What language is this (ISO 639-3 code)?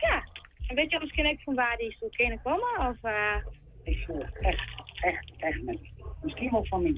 fry